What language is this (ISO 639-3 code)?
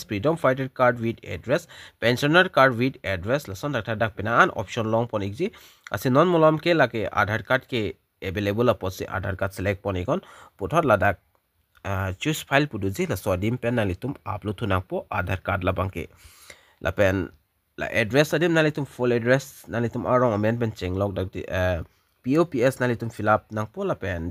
mjw